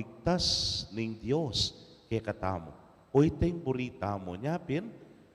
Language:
Pampanga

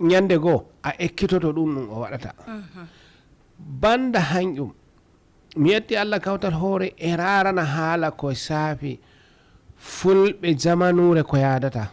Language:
Fula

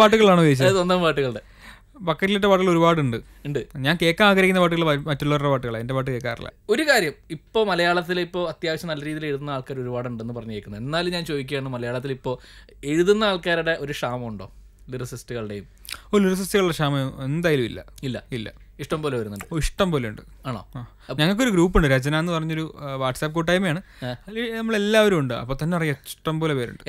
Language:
Malayalam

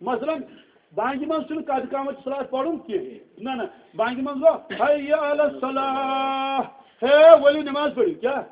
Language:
Kashmiri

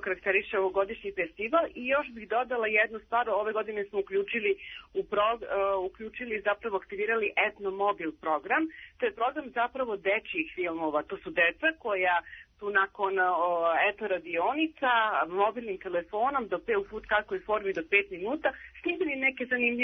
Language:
Serbian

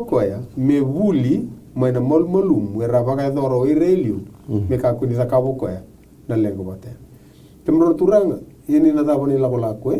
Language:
Fijian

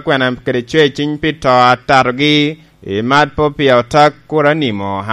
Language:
Lango (Uganda)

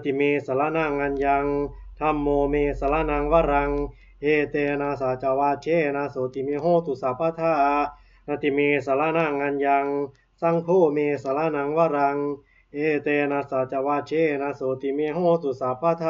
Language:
Pali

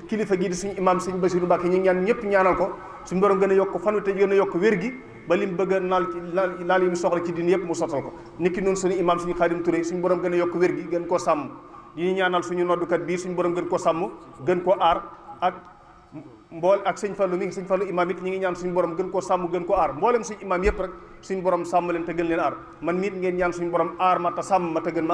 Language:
Wolof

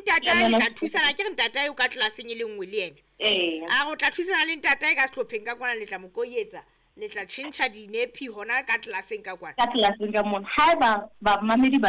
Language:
Southern Sotho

